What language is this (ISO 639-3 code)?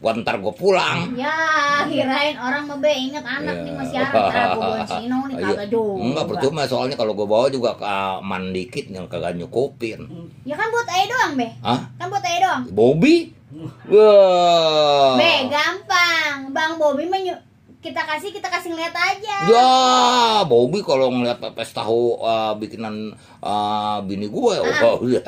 bew